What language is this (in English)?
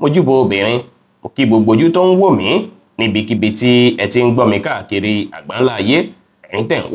Yoruba